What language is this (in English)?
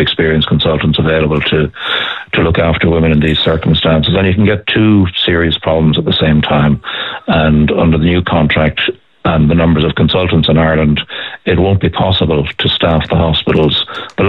English